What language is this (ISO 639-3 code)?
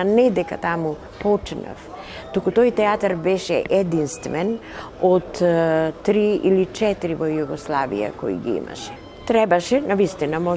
mkd